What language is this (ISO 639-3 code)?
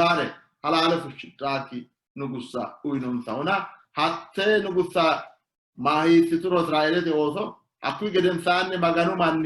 sid